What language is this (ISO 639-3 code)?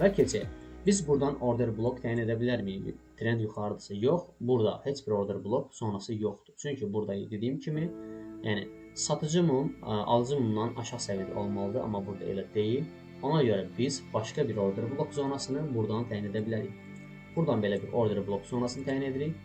aze